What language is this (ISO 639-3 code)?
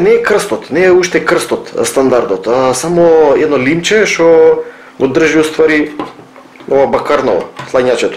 mkd